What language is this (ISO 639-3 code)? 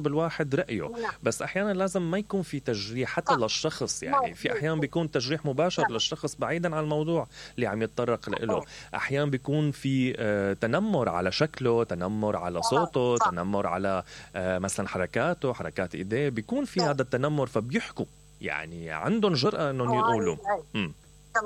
acm